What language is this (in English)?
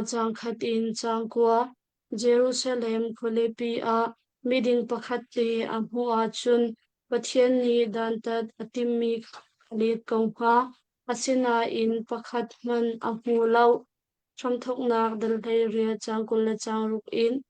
Hakha Chin